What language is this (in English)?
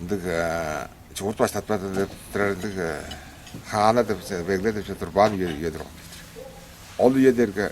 Tuvinian